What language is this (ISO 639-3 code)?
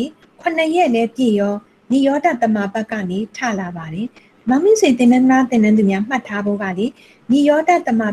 mya